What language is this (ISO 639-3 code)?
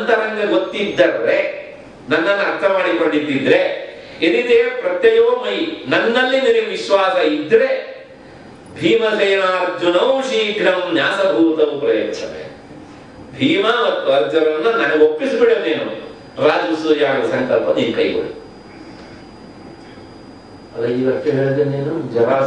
kan